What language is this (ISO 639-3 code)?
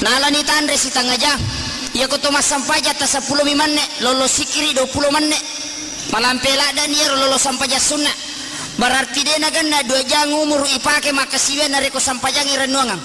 bug